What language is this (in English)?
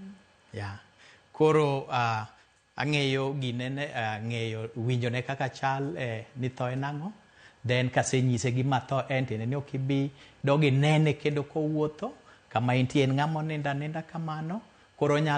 Luo (Kenya and Tanzania)